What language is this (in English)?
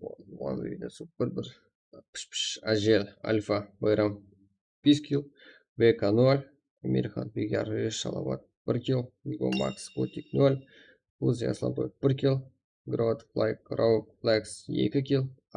Kara-Kalpak